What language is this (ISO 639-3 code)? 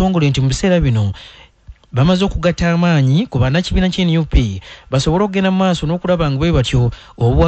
lug